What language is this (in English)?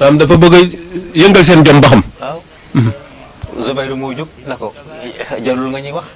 Wolof